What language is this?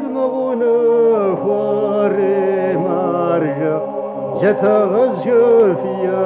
Kabardian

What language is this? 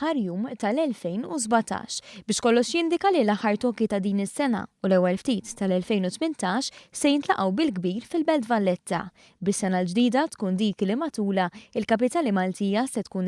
Maltese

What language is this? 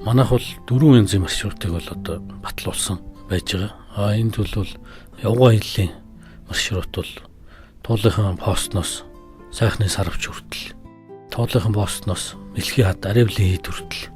Mongolian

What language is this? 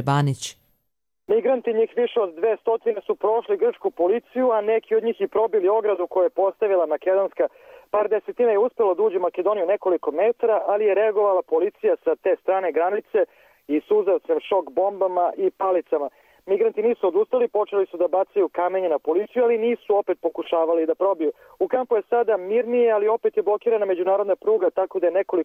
Croatian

